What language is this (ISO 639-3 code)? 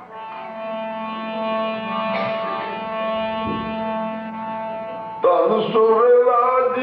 pan